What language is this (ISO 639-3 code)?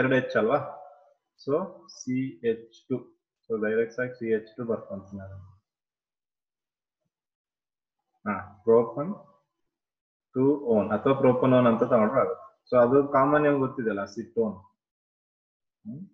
kan